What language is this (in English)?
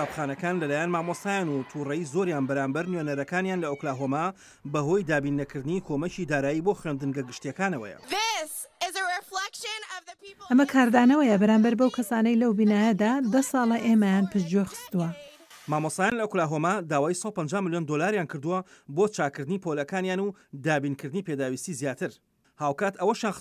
Central Kurdish